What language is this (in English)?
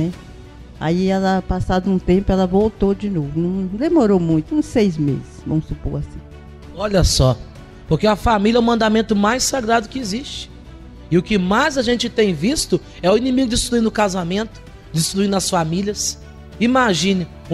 Portuguese